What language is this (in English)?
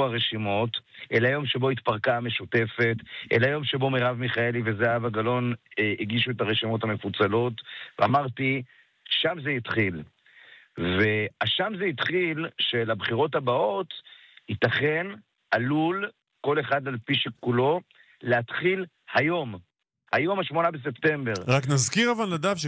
Hebrew